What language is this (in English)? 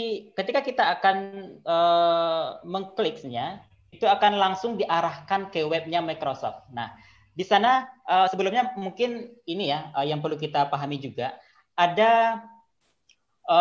Indonesian